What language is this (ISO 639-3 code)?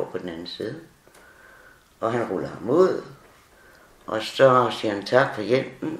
dan